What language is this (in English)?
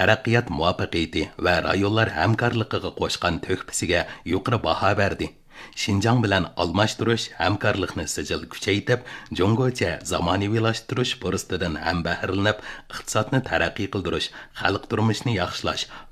Uyghur